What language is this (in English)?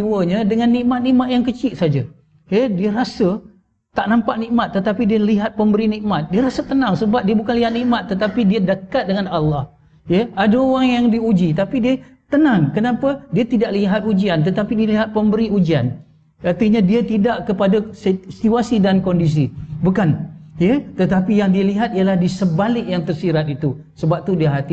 Malay